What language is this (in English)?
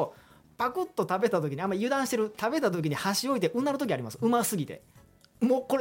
Japanese